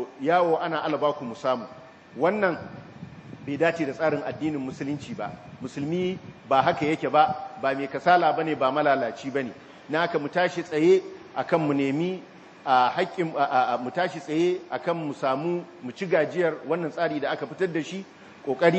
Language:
Hausa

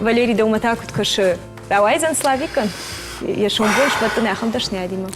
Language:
Ossetic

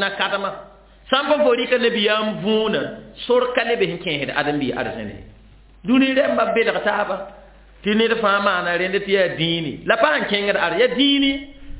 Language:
Mossi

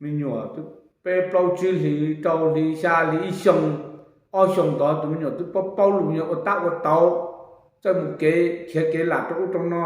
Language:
Hmong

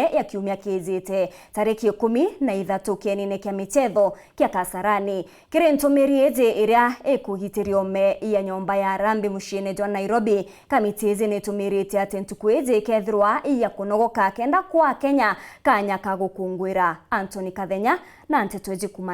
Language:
Meru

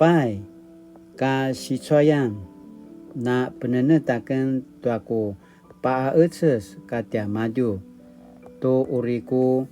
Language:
Paiwan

